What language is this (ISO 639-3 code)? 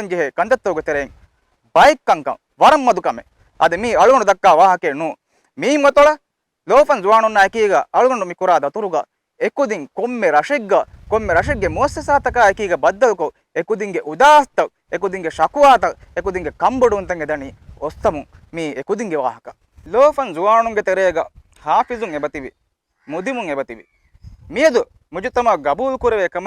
div